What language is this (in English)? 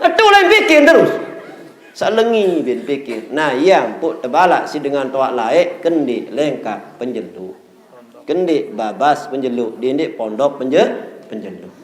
Sasak